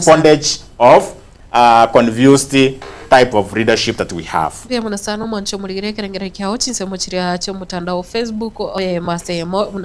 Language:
Gusii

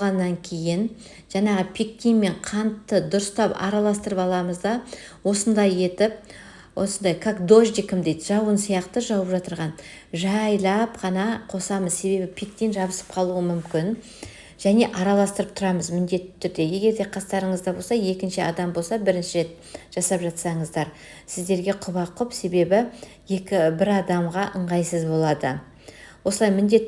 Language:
Kazakh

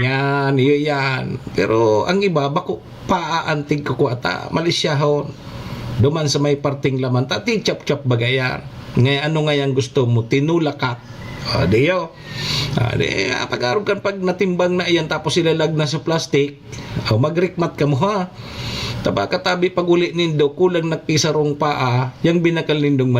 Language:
Bikol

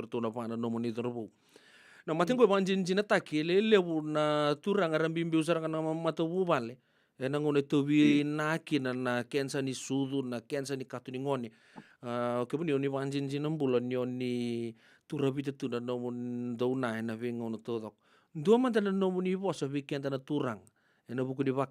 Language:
Fijian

